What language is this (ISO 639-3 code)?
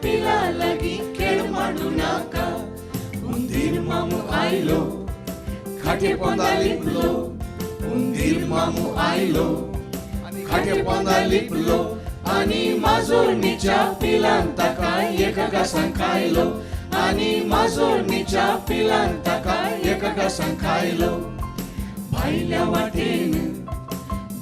kok